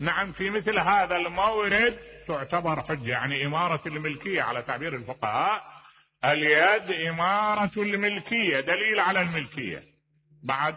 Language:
Mesopotamian Arabic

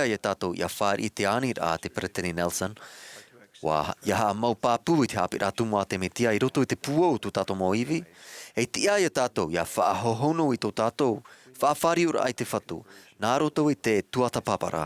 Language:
Tahitian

